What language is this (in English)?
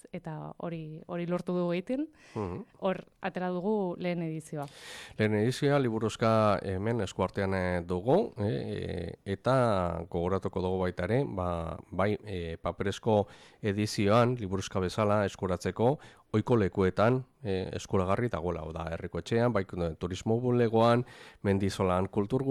Basque